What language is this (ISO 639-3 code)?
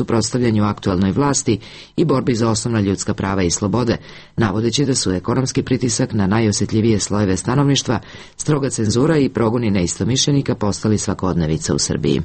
srp